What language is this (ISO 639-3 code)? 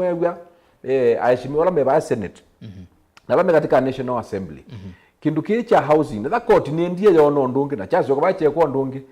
kam